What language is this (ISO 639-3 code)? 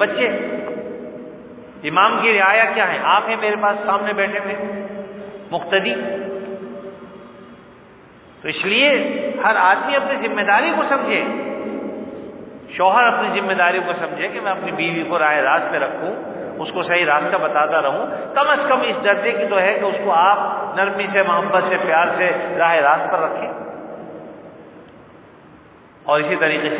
urd